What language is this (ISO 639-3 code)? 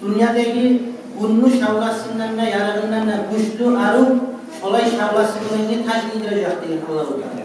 kum